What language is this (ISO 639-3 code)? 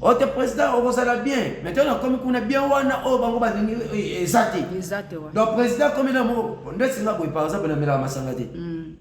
lin